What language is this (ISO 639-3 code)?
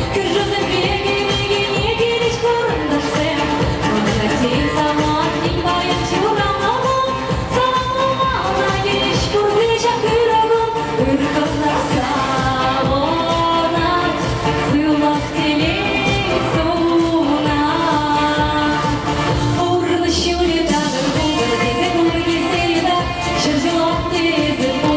chv